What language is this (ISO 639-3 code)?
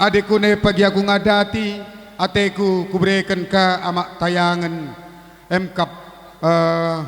btx